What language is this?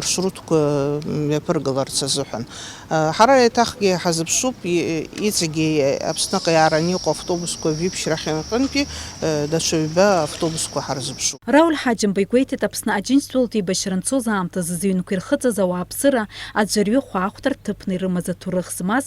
Abkhazian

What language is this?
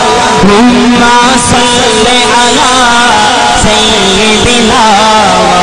Saraiki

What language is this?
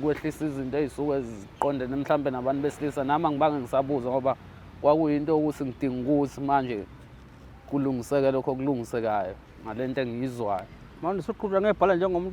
Zulu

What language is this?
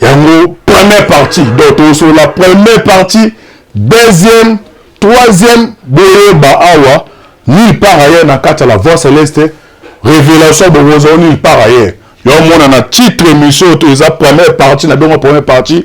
Lingala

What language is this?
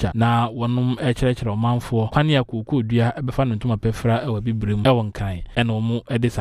Akan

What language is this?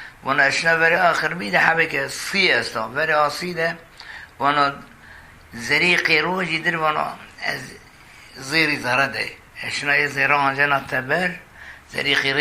Zaza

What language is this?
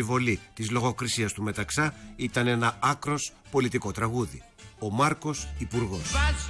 Greek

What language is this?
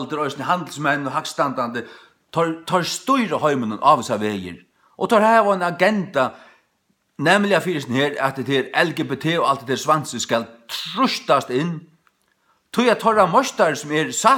Faroese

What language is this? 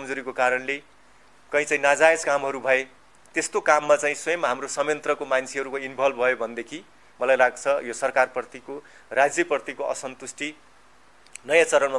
Nepali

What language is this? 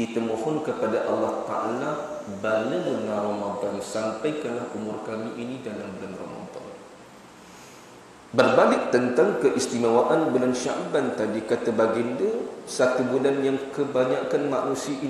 Malay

